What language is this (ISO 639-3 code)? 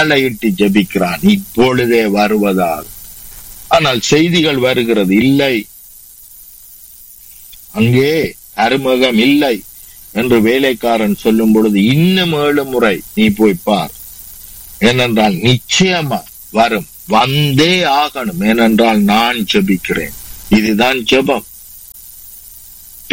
tam